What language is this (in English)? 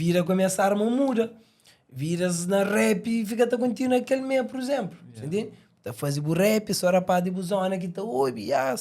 Kabuverdianu